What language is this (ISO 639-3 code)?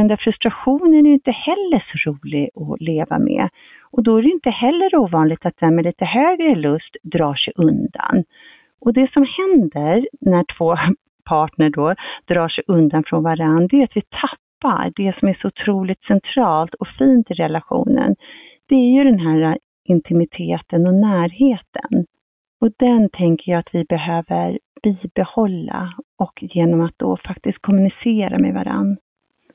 swe